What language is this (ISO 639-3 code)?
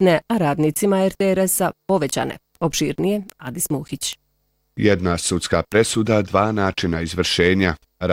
bos